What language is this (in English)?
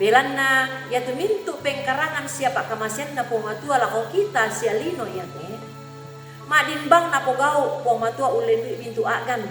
Toraja-Sa'dan